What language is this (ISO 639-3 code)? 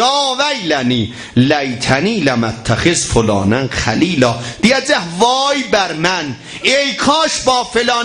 azb